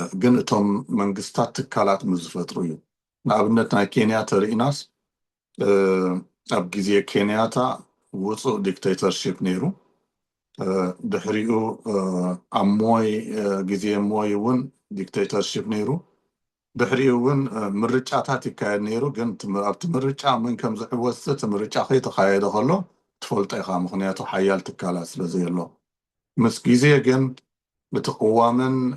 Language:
Tigrinya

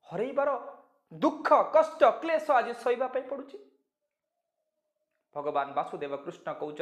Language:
Odia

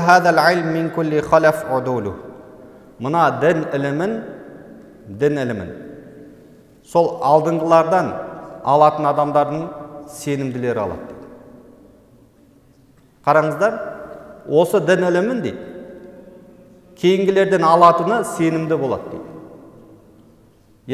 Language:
Kazakh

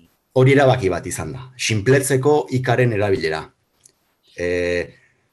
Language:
Basque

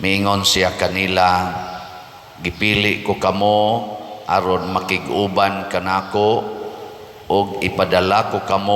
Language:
Cebuano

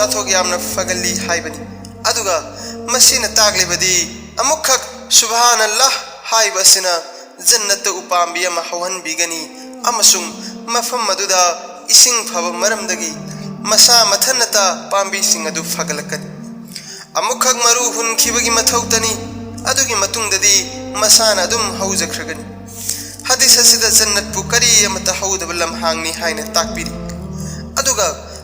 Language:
Manipuri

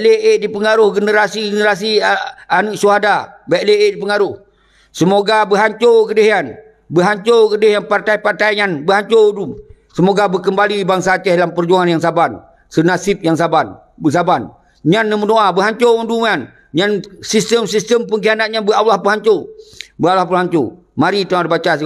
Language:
Achinese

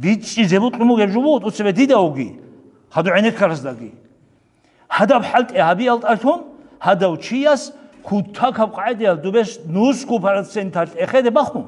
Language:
Avaric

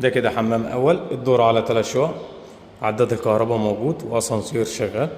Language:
Egyptian Arabic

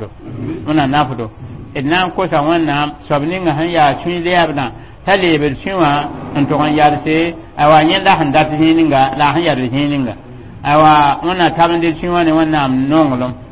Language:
Mossi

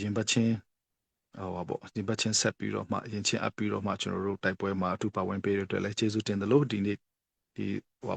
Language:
Falam Chin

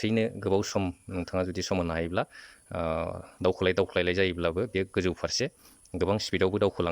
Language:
Bodo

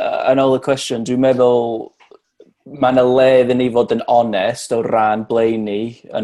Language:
Welsh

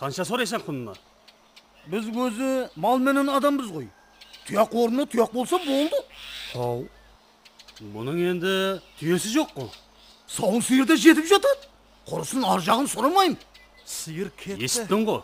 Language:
Kara-Kalpak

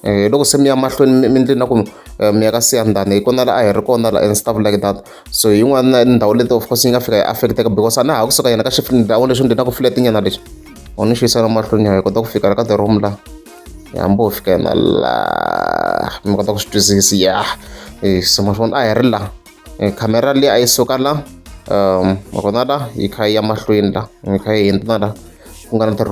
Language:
Tsonga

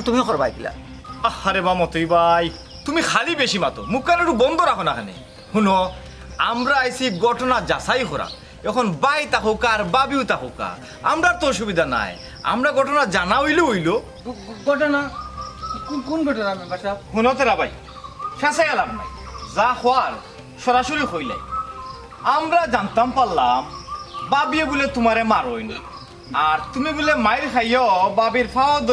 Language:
Sylheti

